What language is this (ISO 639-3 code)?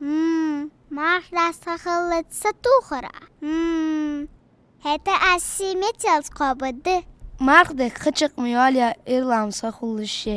inh